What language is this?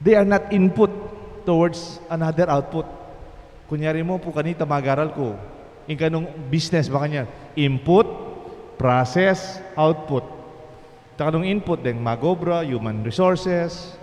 Pampanga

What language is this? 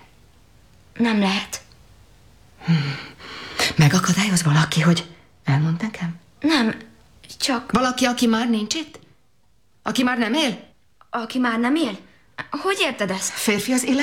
Hungarian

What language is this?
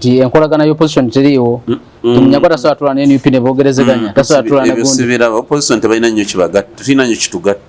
Ganda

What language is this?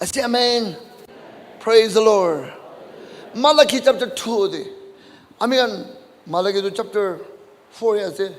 Naga Pidgin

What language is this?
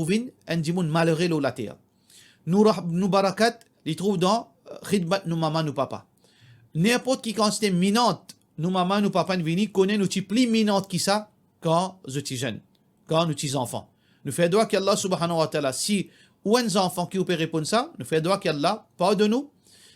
Morisyen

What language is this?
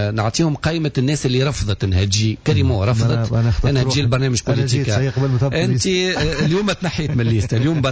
Tunisian Arabic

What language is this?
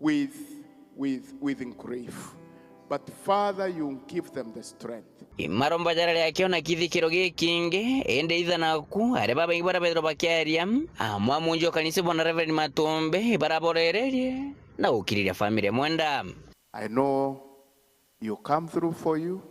Meru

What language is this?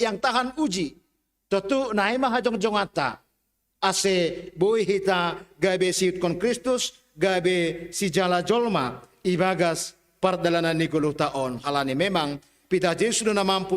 Batak Simalungun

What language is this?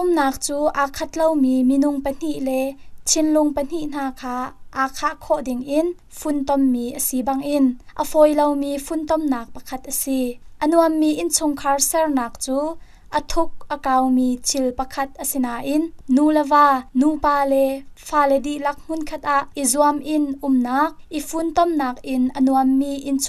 Hakha Chin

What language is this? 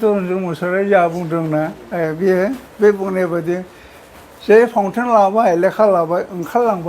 Bodo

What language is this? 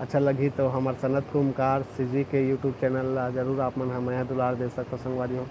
Chhattisgarhi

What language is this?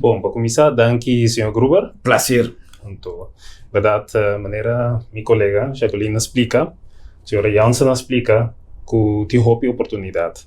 Papiamento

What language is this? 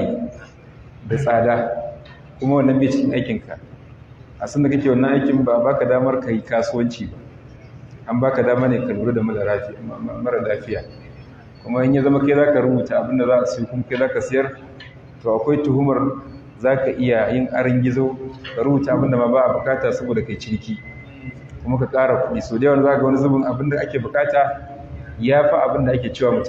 Hausa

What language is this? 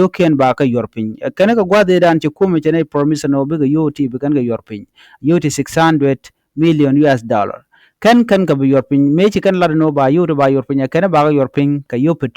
Nuer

